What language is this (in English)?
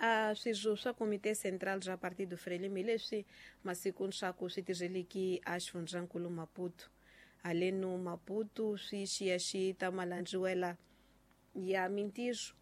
Tsonga